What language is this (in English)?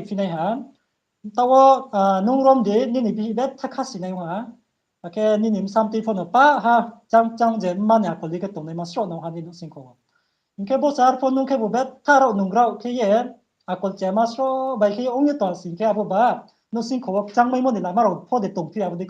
Riang (India)